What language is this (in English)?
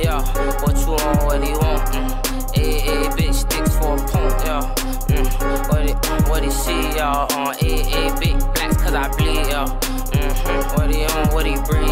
English